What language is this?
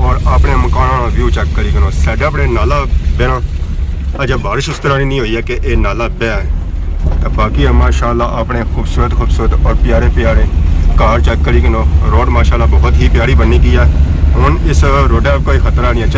Pahari-Potwari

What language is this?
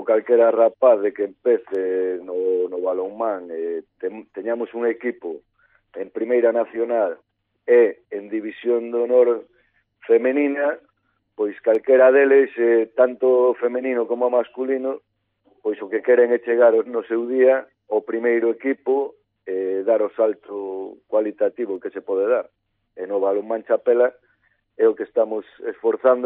Galician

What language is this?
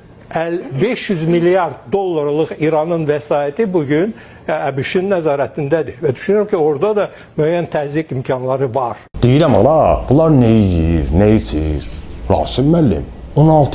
Azerbaijani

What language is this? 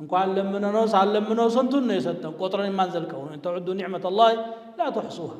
Amharic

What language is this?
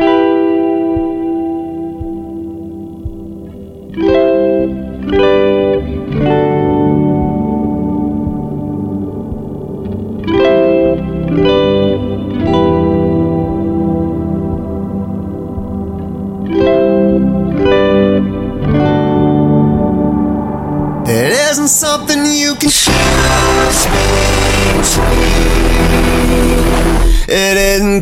Basque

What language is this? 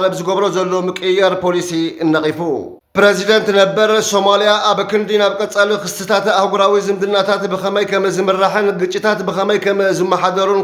Tigrinya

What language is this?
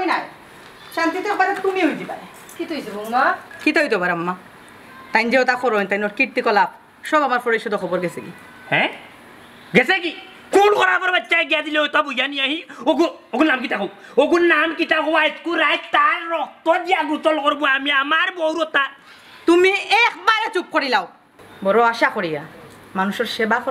Sylheti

